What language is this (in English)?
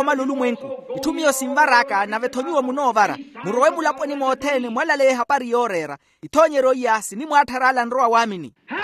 Makhuwa